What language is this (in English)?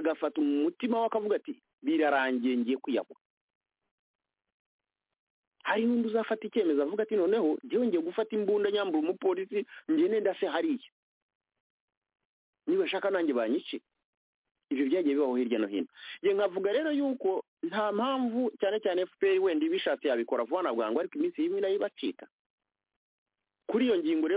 Kinyarwanda